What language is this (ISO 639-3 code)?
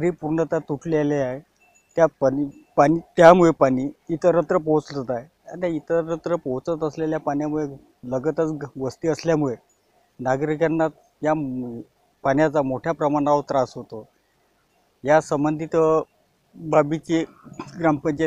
mar